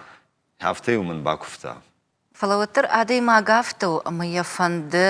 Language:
Ossetic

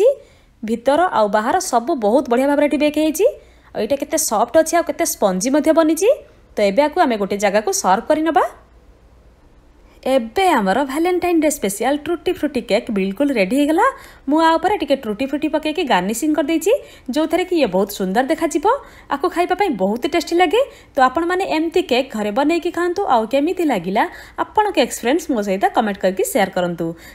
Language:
Odia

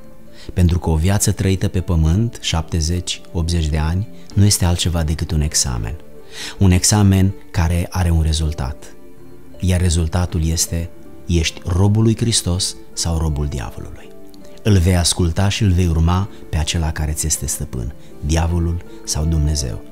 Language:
Romanian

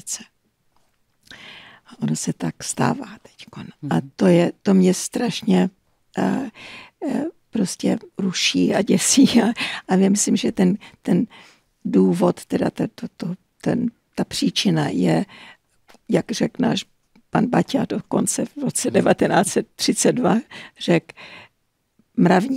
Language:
Czech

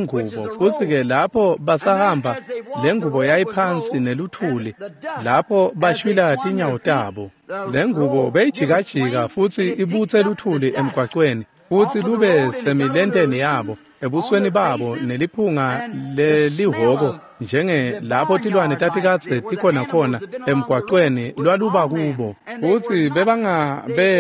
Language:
Swati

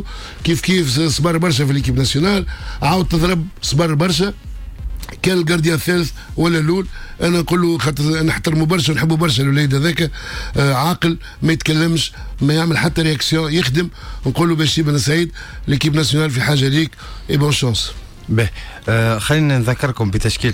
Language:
Tunisian Arabic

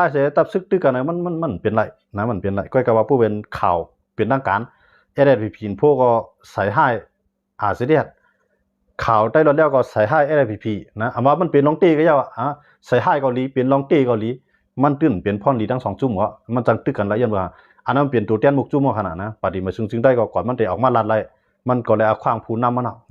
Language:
Shan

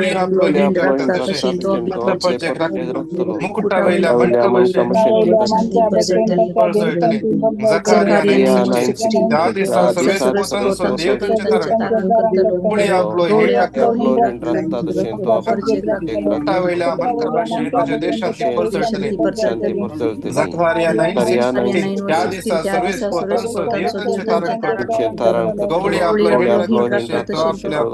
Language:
Konkani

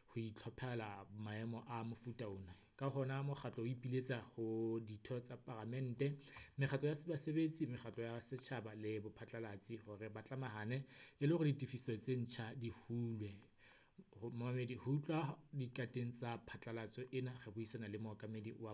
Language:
Southern Sotho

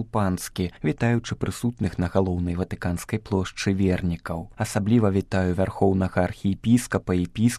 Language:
Belarusian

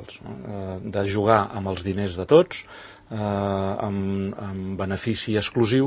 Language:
Catalan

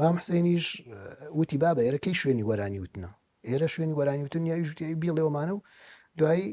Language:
Central Kurdish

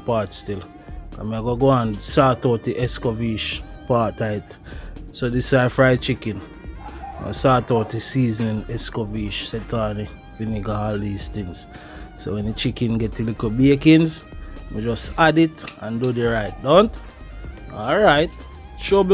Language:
Jamaican Creole English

